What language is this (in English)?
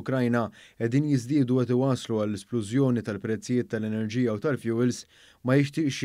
Maltese